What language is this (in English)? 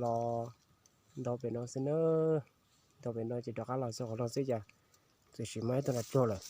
Hmong